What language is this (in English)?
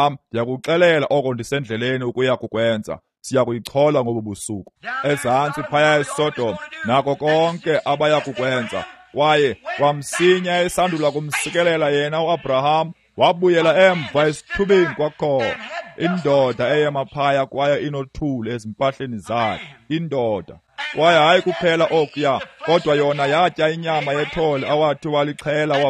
Xhosa